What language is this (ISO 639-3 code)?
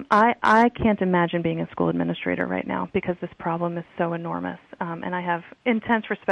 eng